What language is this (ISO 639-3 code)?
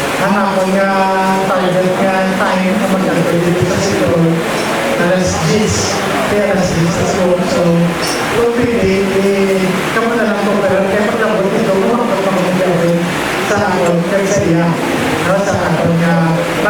hil